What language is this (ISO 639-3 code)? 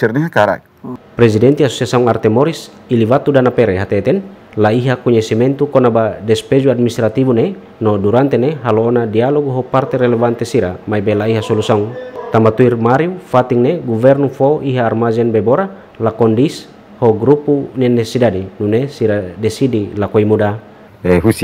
tet